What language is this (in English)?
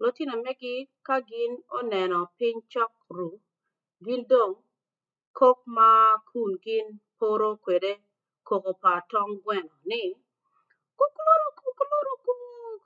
Acoli